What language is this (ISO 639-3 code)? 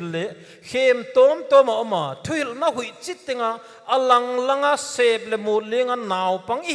pck